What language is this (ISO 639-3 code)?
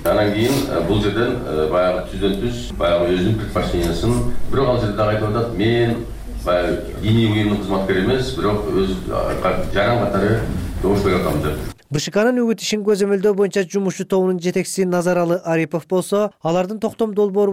kir